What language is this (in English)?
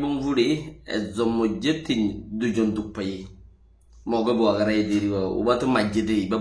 Rohingya